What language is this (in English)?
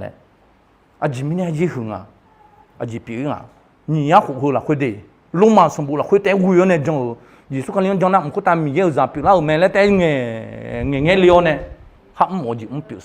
Akha